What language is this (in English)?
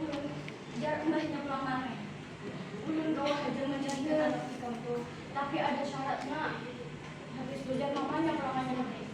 Banjar